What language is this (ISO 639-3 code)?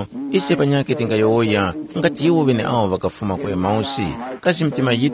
tum